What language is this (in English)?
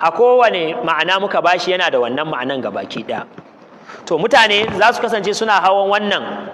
Hausa